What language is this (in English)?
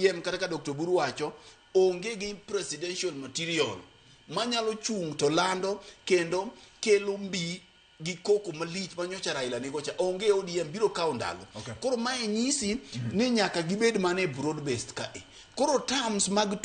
Luo (Kenya and Tanzania)